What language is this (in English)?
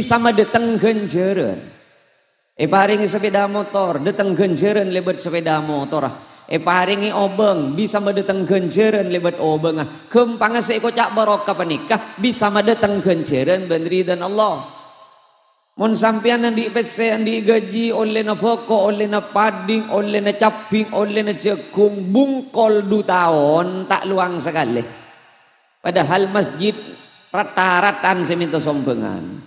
Madurese